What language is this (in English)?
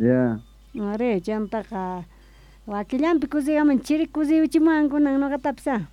South Bolivian Quechua